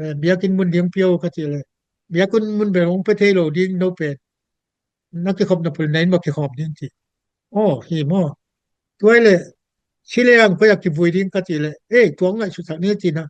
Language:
Tedim Chin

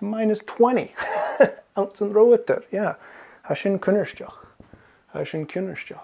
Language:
Scottish Gaelic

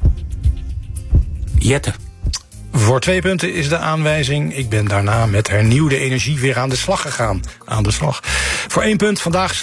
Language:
Dutch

